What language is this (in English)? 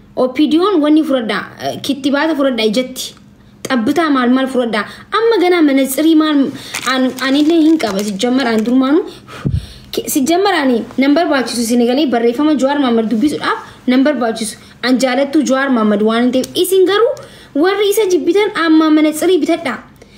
Oromo